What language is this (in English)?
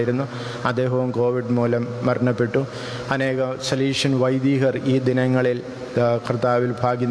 Malayalam